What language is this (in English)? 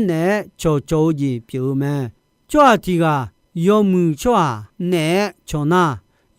Akha